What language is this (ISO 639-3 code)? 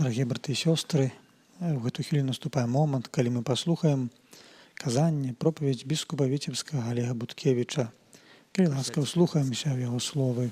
bel